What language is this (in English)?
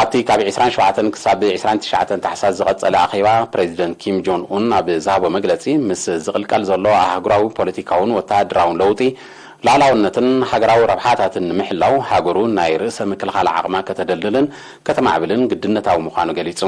Tigrinya